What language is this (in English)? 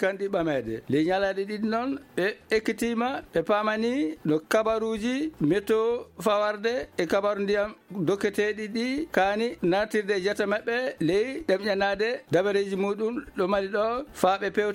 Fula